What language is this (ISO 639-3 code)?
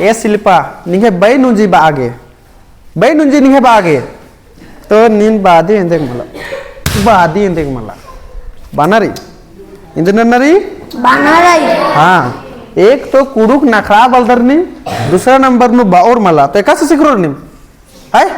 kru